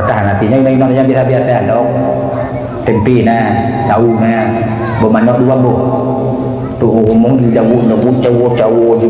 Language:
Achinese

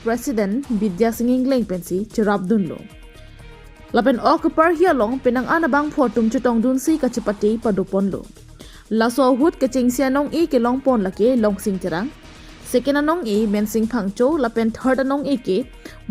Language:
Karbi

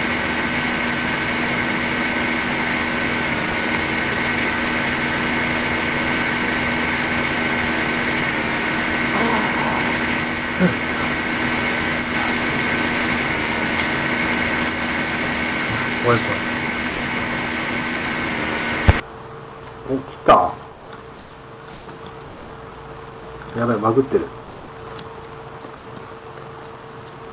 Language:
Japanese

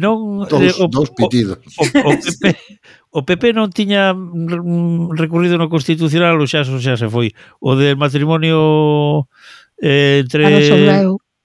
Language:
Galician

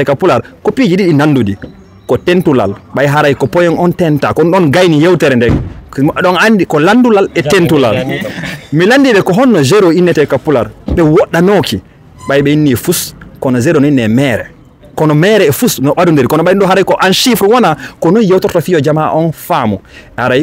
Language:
Fula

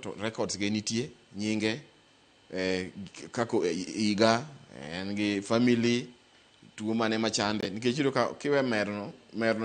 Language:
Luo (Kenya and Tanzania)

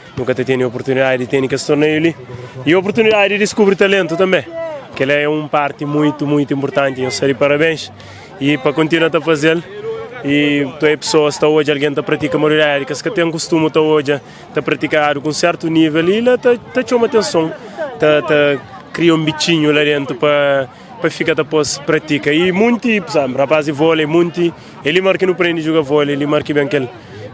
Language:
Kabuverdianu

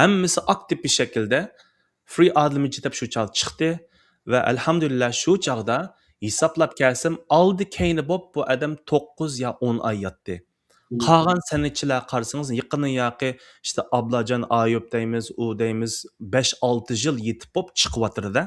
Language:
Uyghur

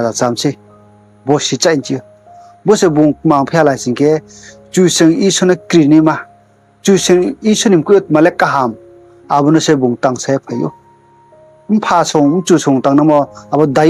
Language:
Riang (India)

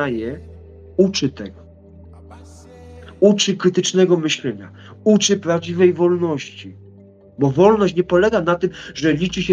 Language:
Polish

